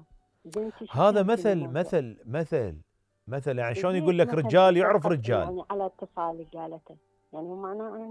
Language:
Mesopotamian Arabic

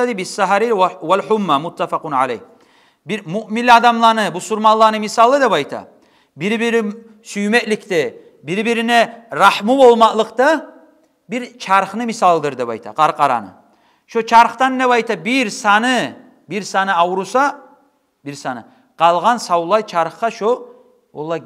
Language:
Kumyk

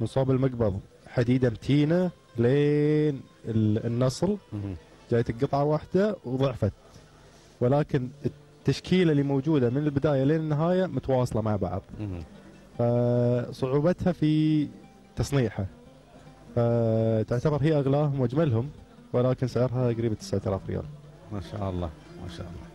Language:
Gulf Arabic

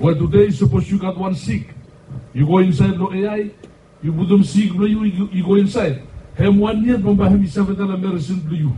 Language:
Bislama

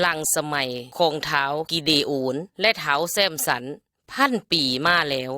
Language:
Lao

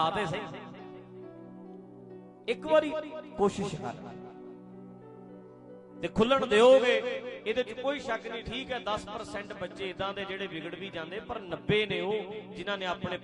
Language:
Punjabi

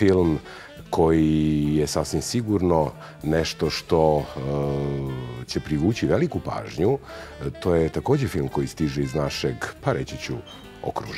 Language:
Serbian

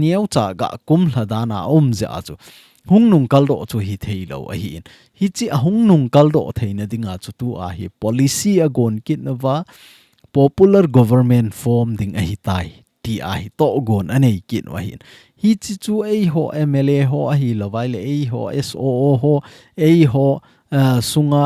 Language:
Thado Chin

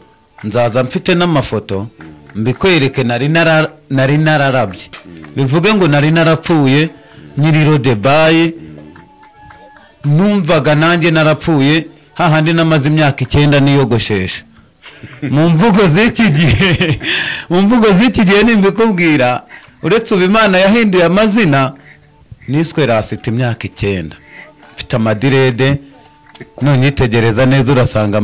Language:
Kinyarwanda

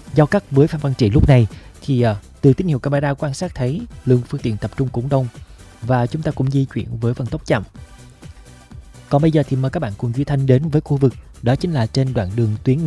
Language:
Vietnamese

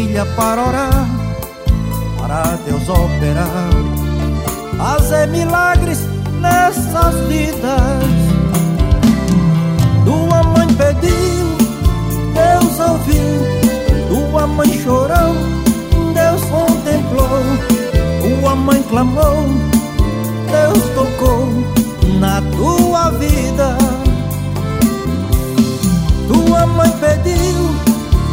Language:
Portuguese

